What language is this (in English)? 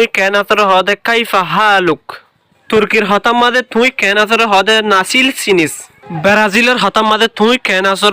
Rohingya